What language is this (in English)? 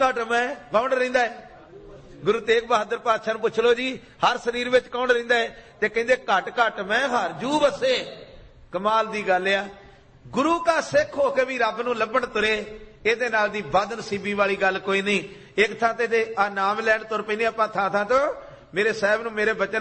Punjabi